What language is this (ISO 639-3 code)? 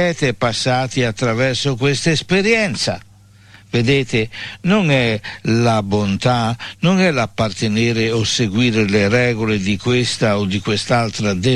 ita